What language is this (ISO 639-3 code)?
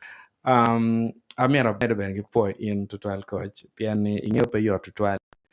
ach